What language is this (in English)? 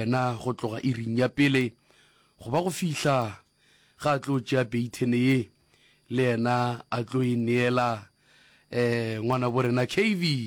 Northern Sotho